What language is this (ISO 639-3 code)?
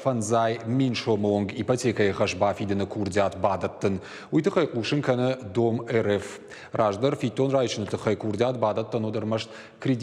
oss